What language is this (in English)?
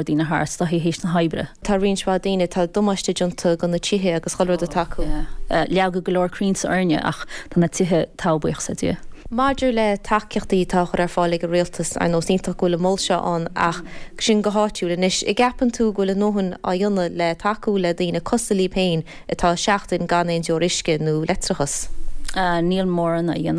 Irish